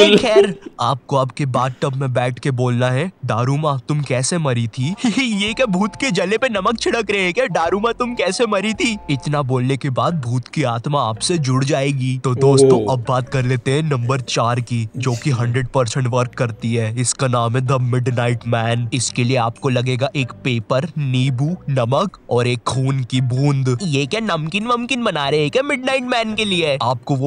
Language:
Hindi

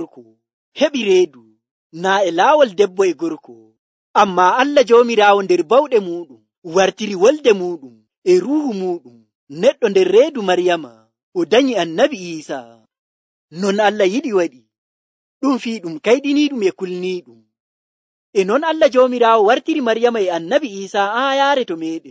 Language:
Nigerian Fulfulde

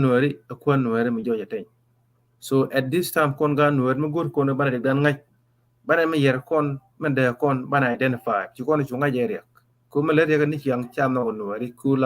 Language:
Nuer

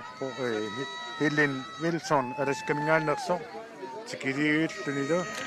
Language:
Kalaallisut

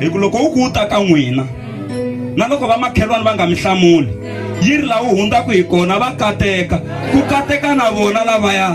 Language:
Tsonga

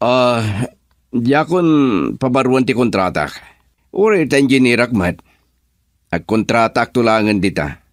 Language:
Iloko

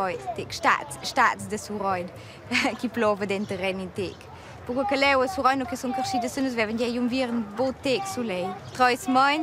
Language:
Romansh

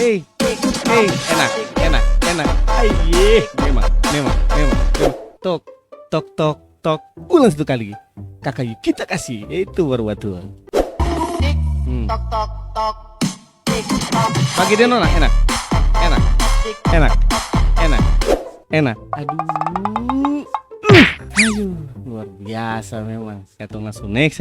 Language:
Ambonese Malay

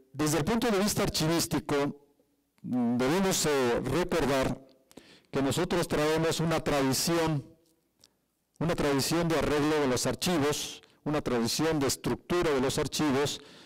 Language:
Spanish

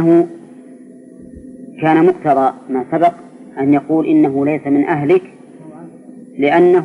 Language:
Arabic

